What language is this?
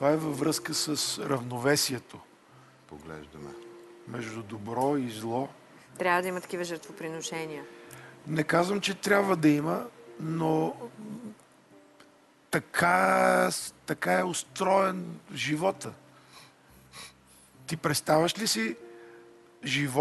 Bulgarian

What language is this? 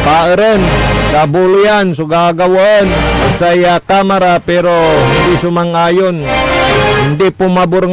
Pangasinan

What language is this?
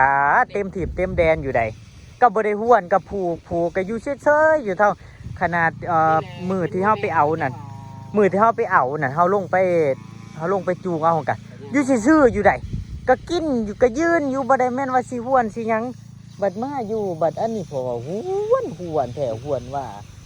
Northeastern Thai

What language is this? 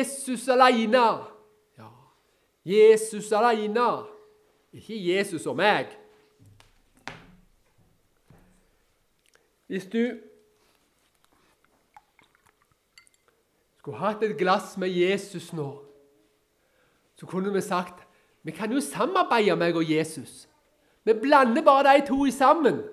Norwegian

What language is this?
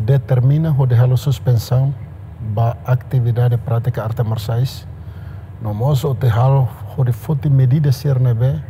Tetum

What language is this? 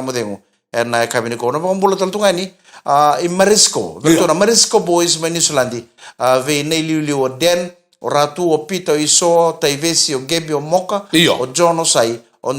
Fijian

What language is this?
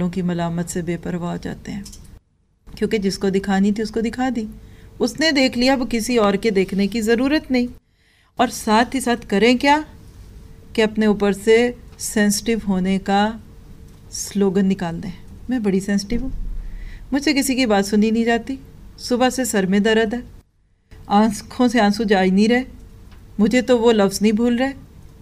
Urdu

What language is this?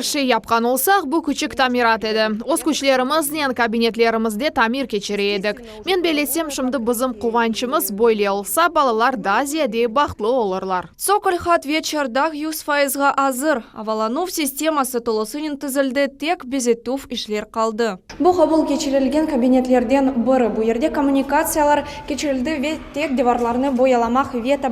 Crimean Tatar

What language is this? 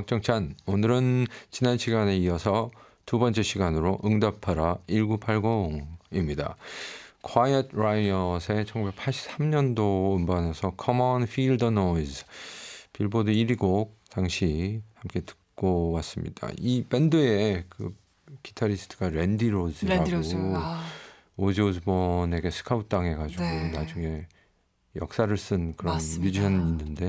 Korean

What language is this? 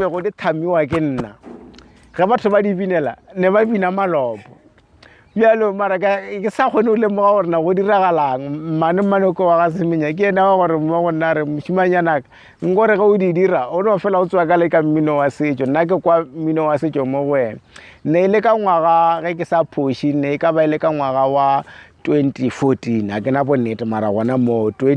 Northern Sotho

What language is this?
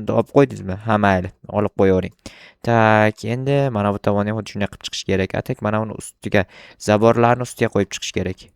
Uzbek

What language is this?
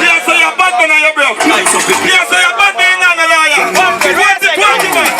Jamaican Creole English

